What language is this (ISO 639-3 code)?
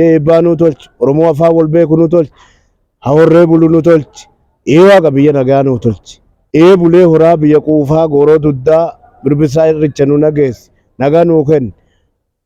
orm